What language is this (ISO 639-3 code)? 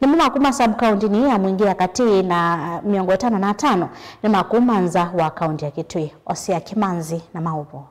kam